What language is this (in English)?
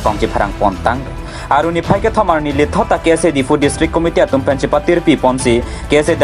Karbi